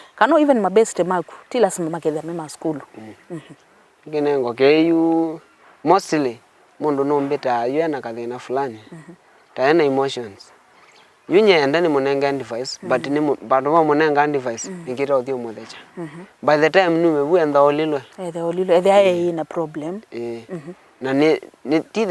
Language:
Kamba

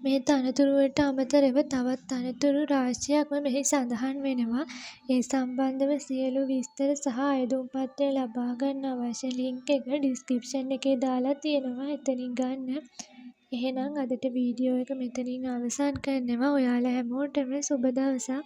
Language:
Sinhala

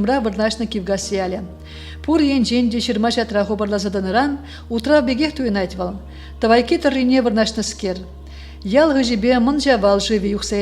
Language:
Chuvash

